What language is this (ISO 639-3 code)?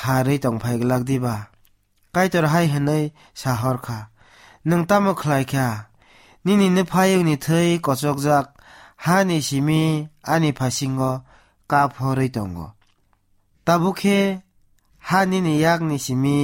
trp